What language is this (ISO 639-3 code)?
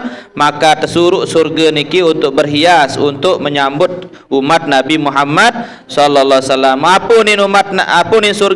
sas